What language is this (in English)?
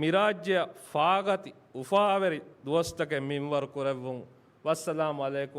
Divehi